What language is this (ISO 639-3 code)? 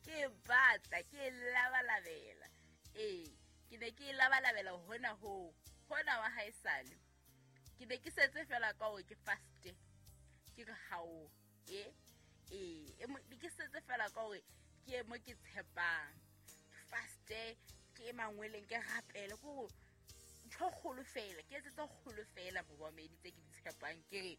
sot